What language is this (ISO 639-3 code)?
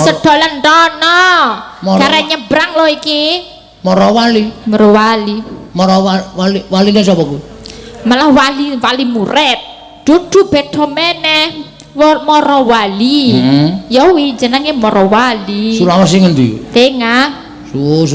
jav